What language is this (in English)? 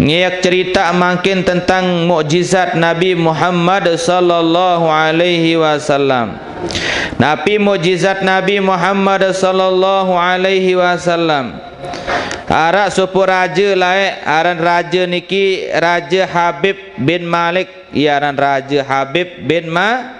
Sasak